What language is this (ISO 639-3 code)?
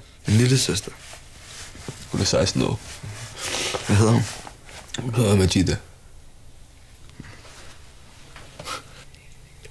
dan